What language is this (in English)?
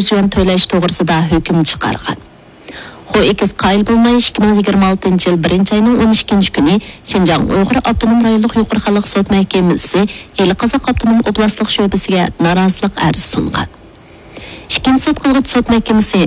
Uyghur